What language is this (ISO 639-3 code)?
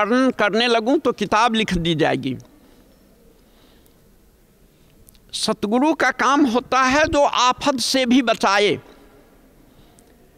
hin